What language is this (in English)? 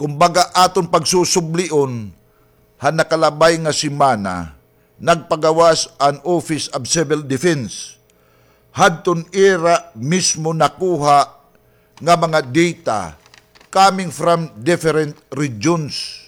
Waray